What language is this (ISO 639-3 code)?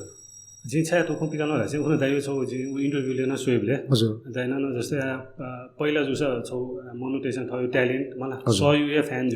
new